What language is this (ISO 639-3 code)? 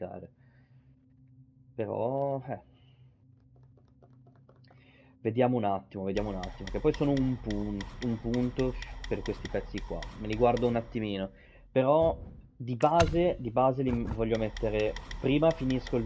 ita